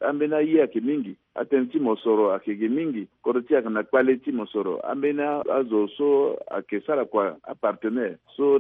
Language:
Sango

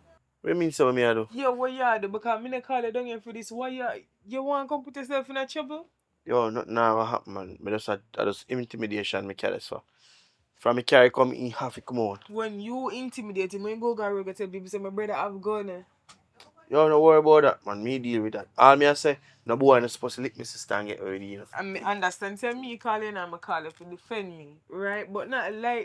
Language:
Jamaican Creole English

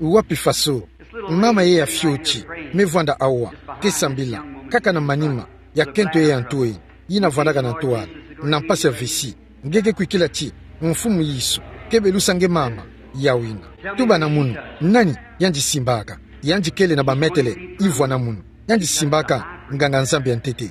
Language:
Kituba (Democratic Republic of Congo)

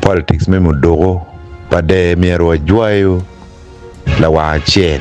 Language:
Acoli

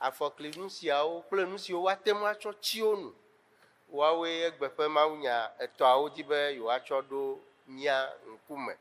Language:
Ewe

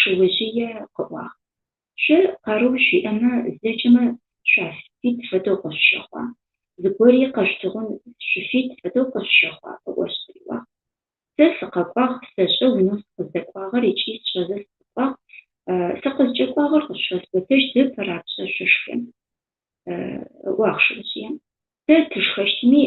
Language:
Adyghe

